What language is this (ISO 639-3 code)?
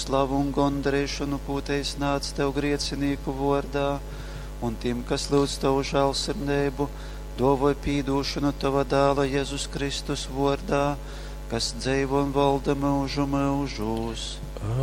ltg